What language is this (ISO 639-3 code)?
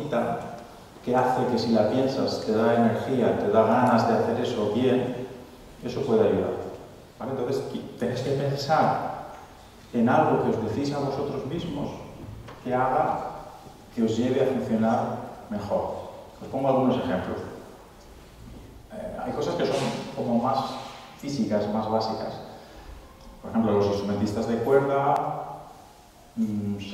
spa